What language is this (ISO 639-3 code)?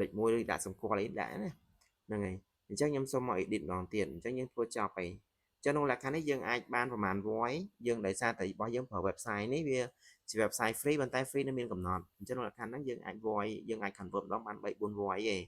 khm